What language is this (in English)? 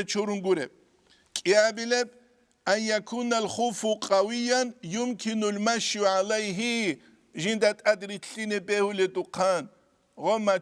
Avaric